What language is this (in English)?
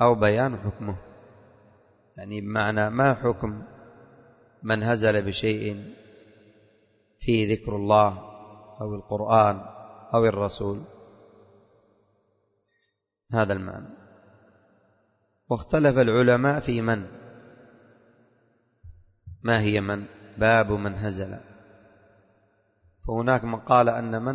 Arabic